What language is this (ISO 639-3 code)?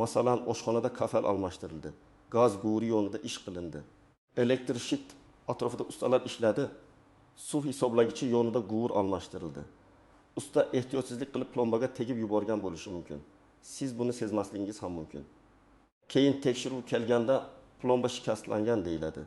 uzb